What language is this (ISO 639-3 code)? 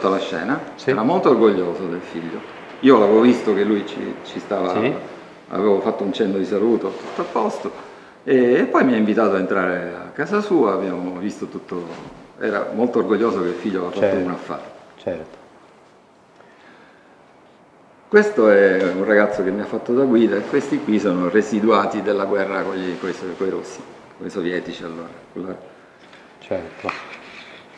ita